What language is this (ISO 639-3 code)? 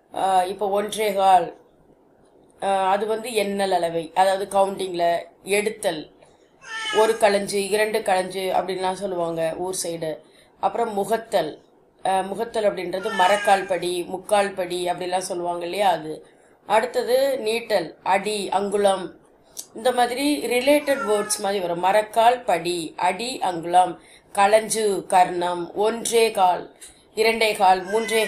tam